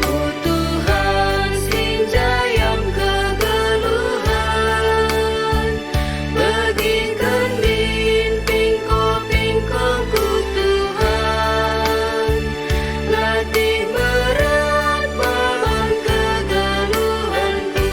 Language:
Batak Karo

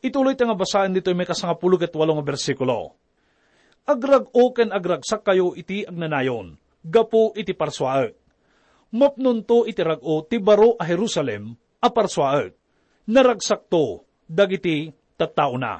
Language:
Iloko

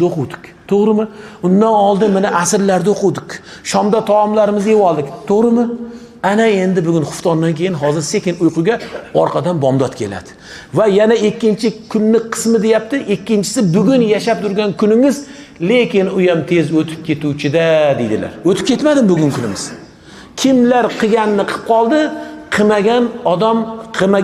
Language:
Uzbek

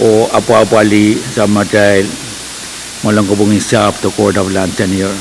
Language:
Pohnpeian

